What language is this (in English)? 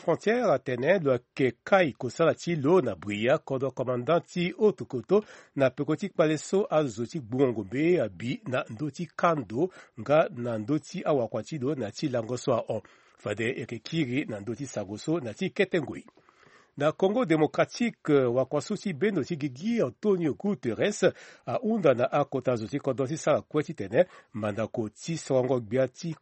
Sango